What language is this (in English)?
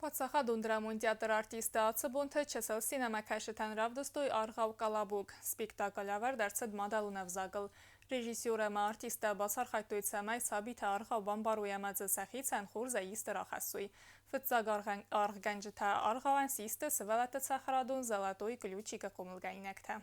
Ossetic